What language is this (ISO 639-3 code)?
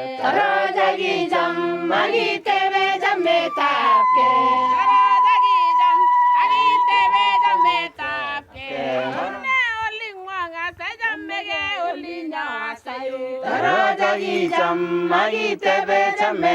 niq